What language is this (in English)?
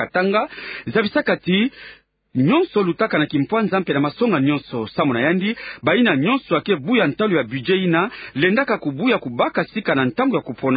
Kituba (Democratic Republic of Congo)